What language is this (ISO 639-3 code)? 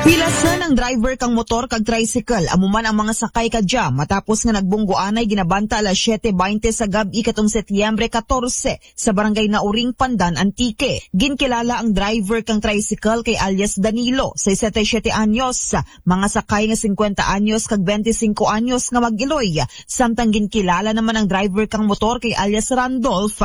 akl